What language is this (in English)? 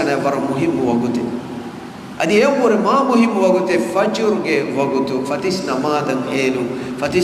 Divehi